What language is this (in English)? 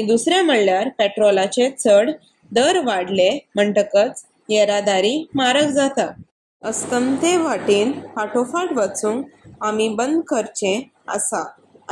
Konkani